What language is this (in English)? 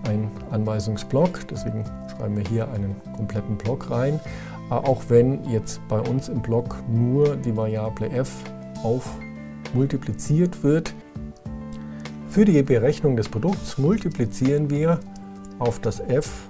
German